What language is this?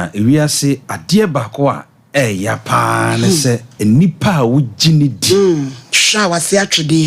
Akan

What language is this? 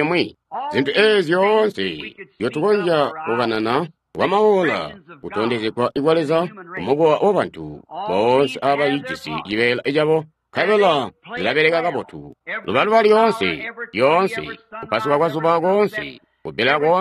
Tonga (Zambia)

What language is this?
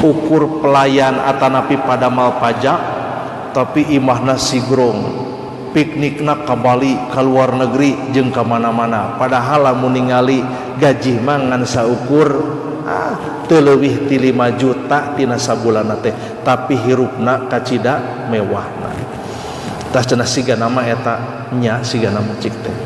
Sundanese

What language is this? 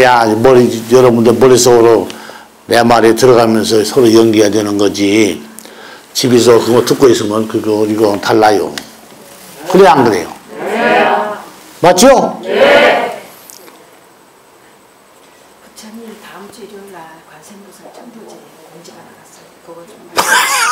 Korean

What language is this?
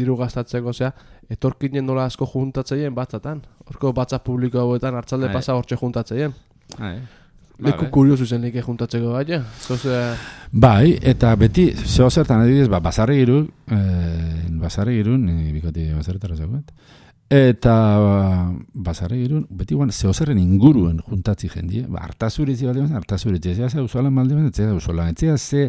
Basque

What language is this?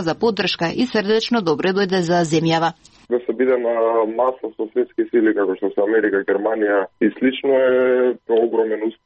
Macedonian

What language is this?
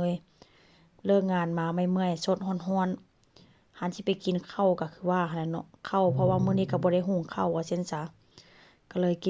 Northeastern Thai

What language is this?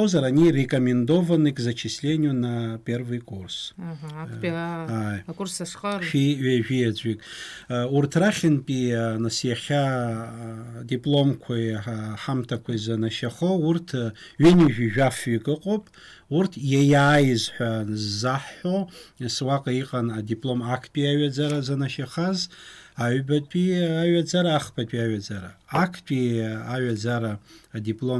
Abkhazian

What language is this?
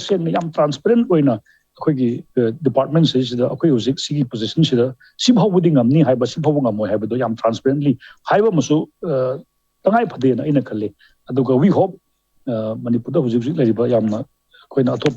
Manipuri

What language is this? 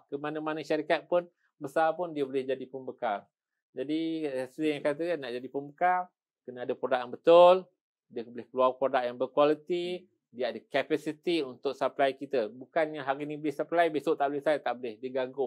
Malay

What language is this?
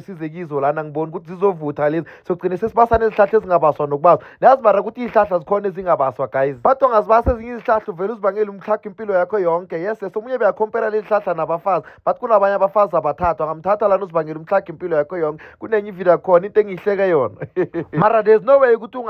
Zulu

